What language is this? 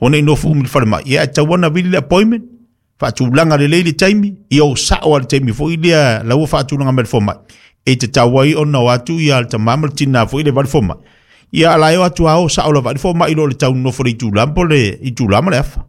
Samoan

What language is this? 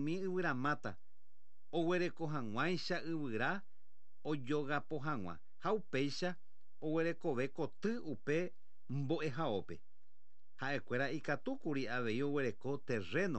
Guarani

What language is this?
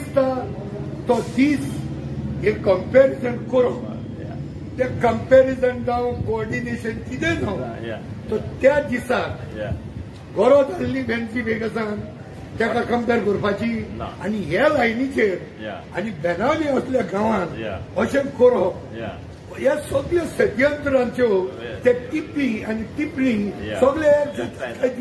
Konkani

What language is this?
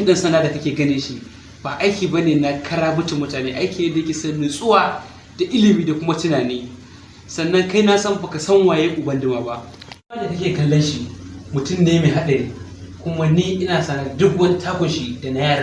Hausa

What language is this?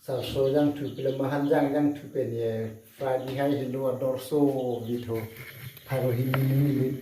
Karbi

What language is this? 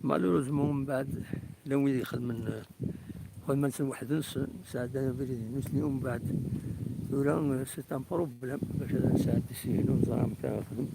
Kabyle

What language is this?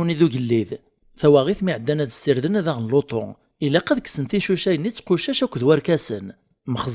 Kabyle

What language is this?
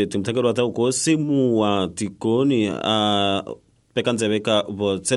Tsonga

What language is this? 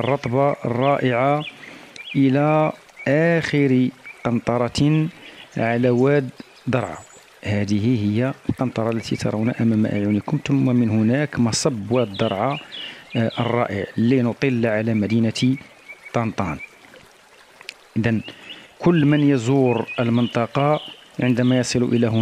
Arabic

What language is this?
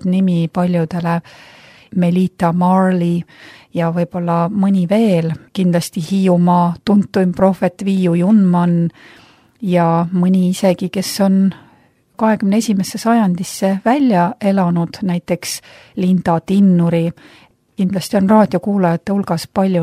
Estonian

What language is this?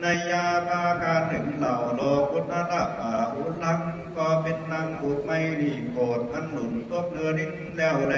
Lü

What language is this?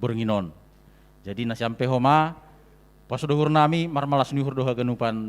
Batak Simalungun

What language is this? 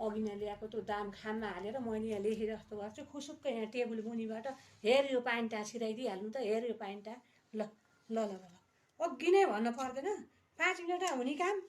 Nepali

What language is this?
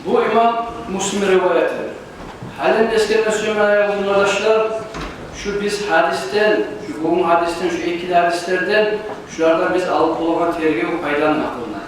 Kumyk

